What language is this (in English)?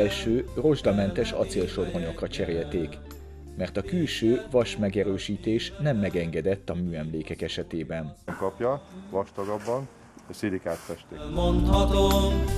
Hungarian